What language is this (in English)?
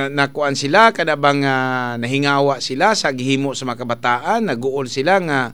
Cebuano